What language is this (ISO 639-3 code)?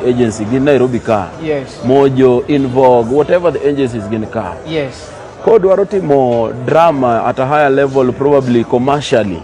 luo